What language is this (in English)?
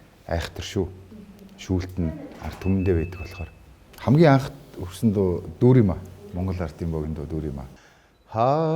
Mongolian